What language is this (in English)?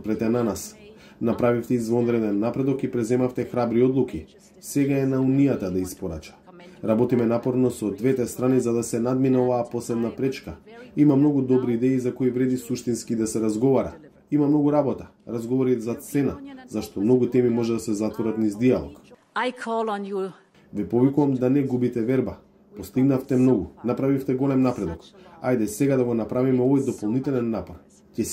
Macedonian